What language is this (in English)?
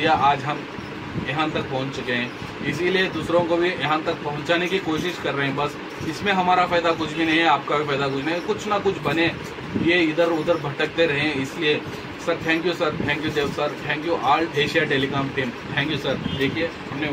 Hindi